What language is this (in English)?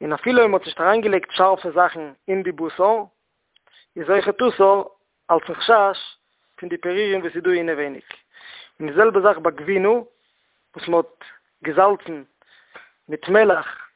Yiddish